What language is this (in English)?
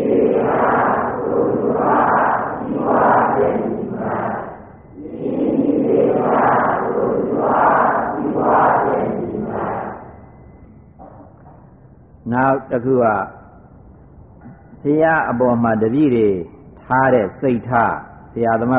Burmese